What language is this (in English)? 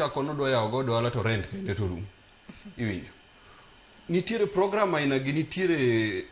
Luo (Kenya and Tanzania)